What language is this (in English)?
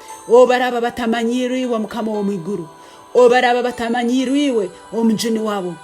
Tooro